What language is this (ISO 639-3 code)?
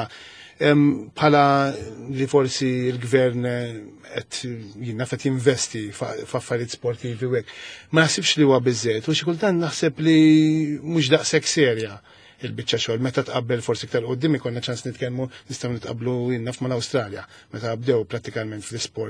mlt